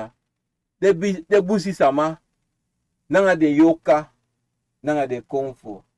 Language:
Sranan Tongo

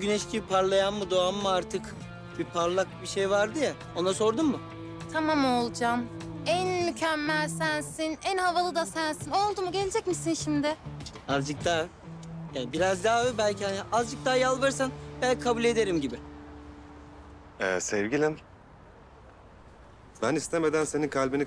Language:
Turkish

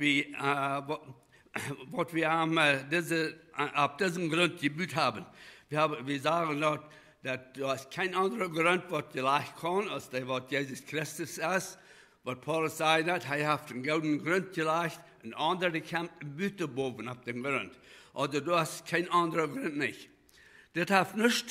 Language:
Plautdietsch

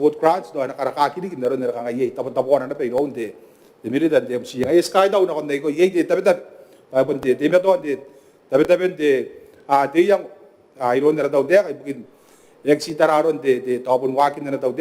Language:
Gilbertese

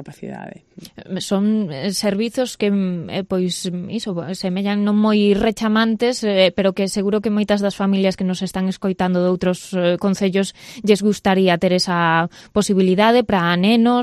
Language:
Galician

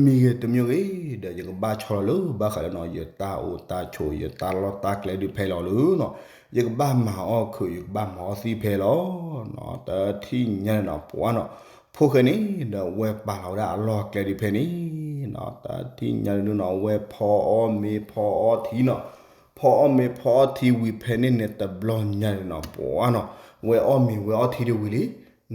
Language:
S'gaw Karen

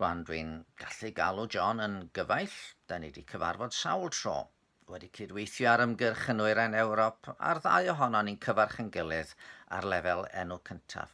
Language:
Welsh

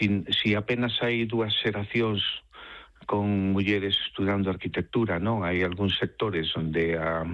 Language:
Galician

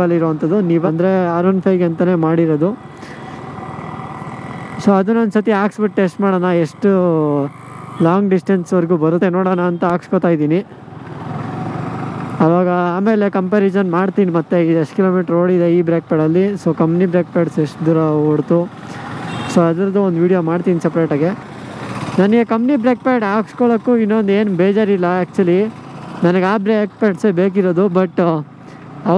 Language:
Kannada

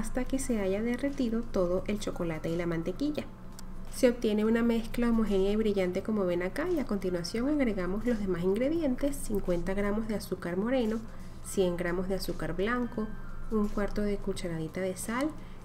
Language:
Spanish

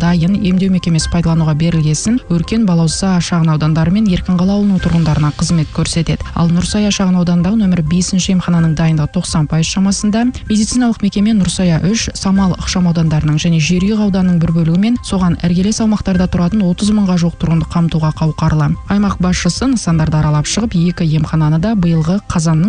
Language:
Kazakh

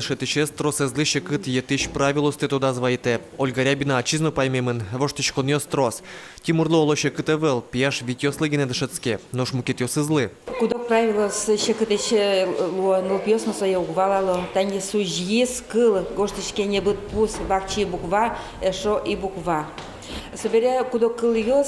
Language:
Udmurt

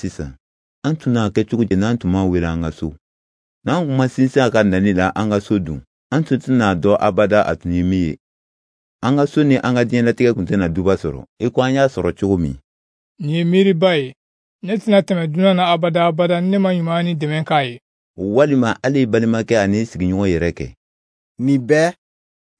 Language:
Bambara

